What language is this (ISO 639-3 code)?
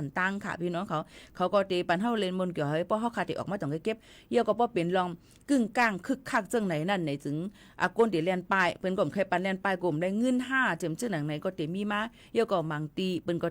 shn